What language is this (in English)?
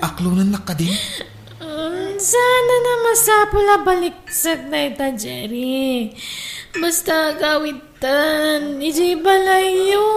Iloko